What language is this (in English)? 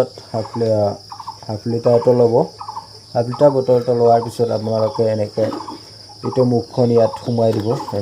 Assamese